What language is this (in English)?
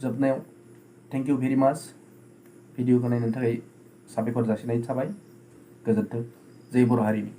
Bodo